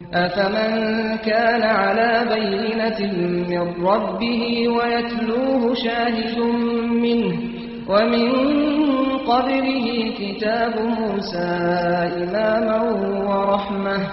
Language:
Kurdish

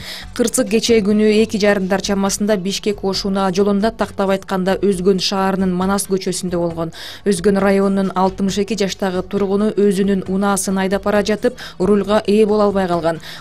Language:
Kyrgyz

